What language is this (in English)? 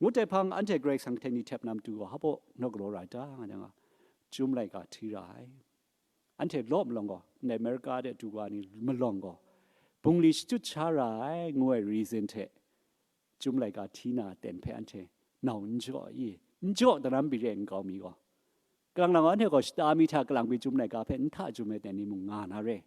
Kachin